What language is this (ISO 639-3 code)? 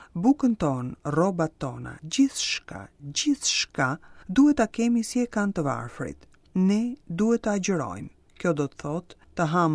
sqi